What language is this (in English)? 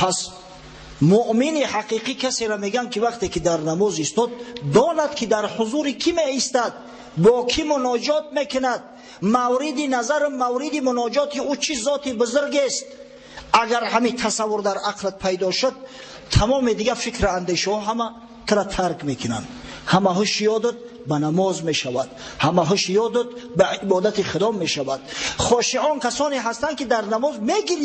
Tajik